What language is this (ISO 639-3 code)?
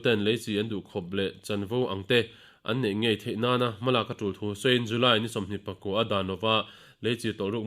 lus